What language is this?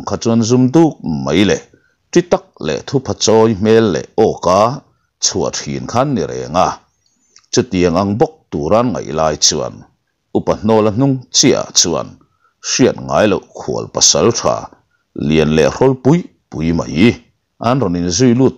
Mizo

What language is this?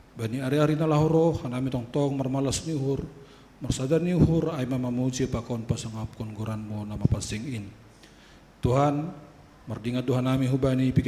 Batak Simalungun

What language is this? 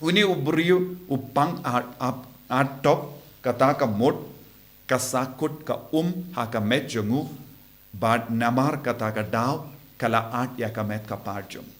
Khasi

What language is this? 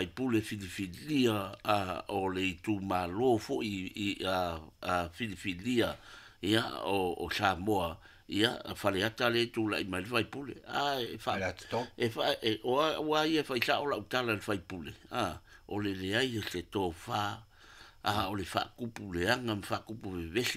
Samoan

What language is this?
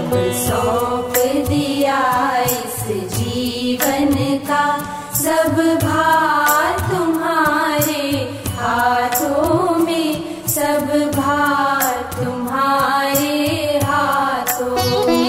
Hindi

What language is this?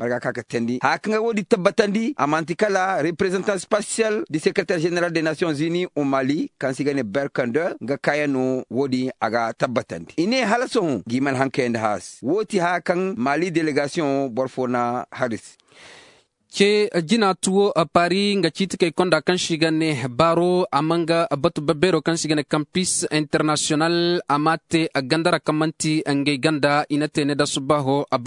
Zarma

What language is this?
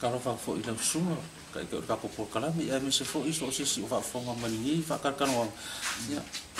Samoan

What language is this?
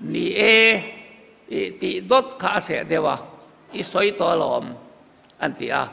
Mizo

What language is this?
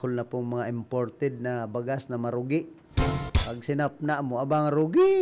Bikol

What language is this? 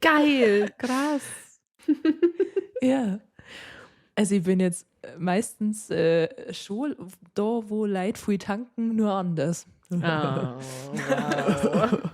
Bavarian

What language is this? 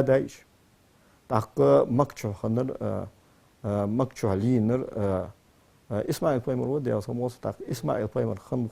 Ingush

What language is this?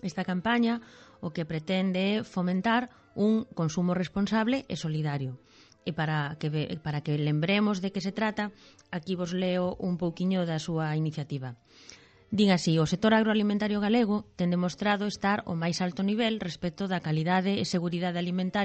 Galician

